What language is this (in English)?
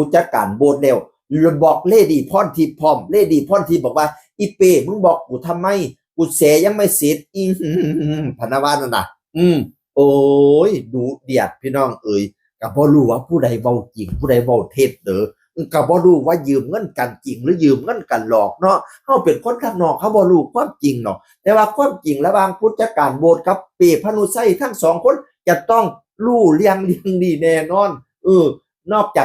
Northeastern Thai